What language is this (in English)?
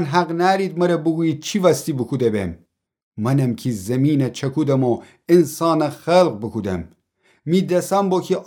Gilaki